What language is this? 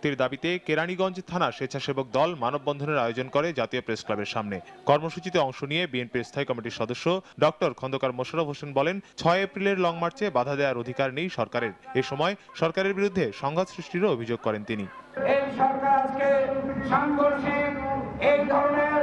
Bangla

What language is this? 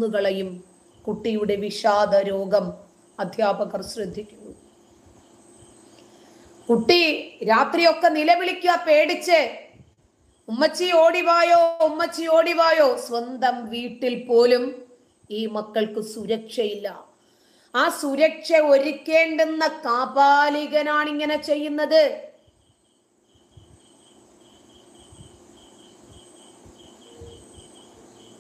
Malayalam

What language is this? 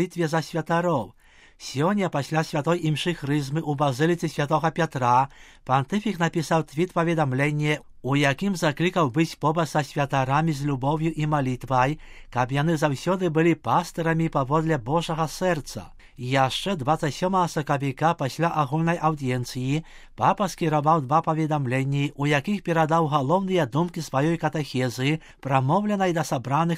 Belarusian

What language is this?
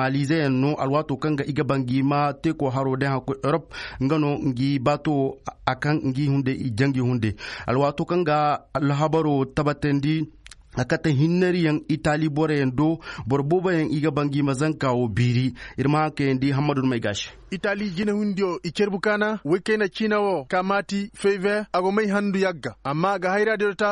Koyraboro Senni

